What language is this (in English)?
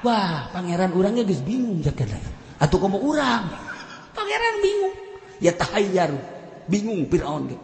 Sundanese